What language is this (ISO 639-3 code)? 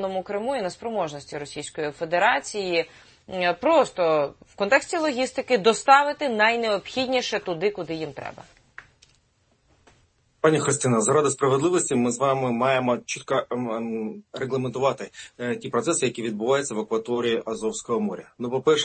ukr